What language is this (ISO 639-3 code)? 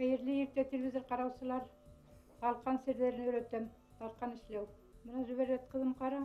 bak